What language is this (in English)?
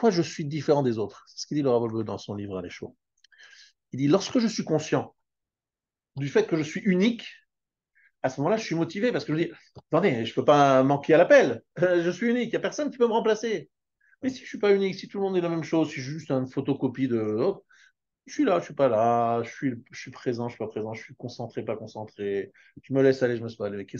French